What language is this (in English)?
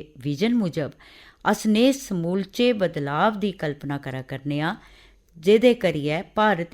Dogri